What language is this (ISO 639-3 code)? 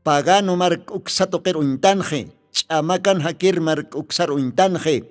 aym